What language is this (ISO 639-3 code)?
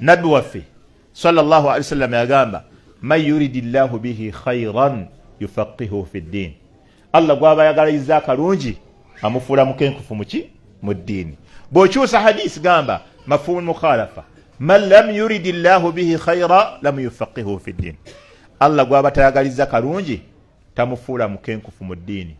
lug